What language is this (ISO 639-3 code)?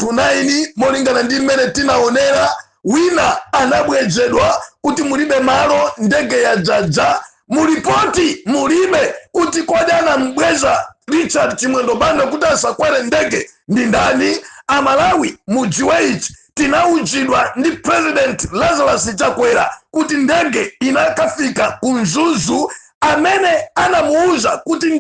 nya